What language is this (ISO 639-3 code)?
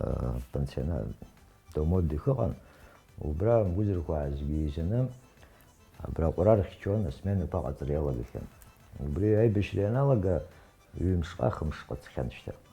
abk